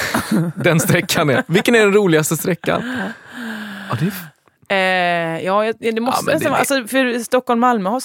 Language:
Swedish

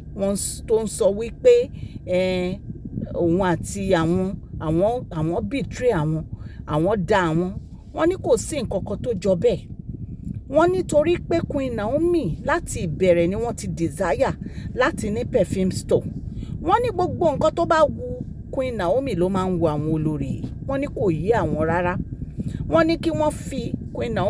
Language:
Yoruba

